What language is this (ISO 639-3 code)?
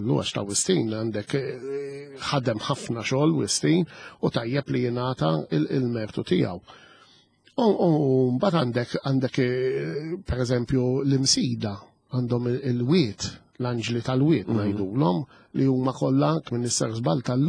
mlt